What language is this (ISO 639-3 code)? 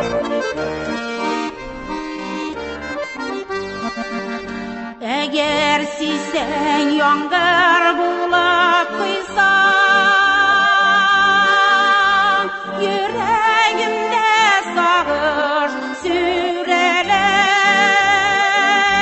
tat